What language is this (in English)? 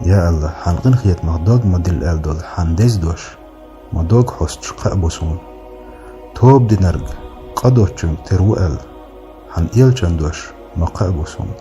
Chechen